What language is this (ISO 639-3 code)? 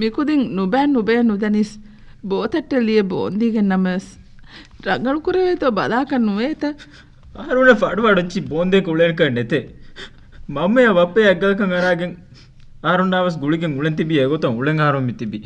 div